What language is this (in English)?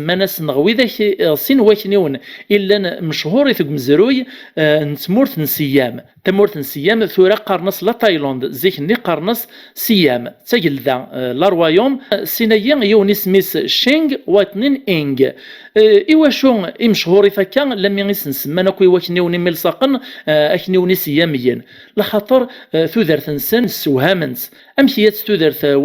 Kabyle